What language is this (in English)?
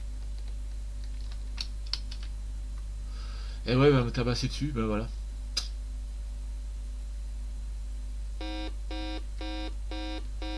French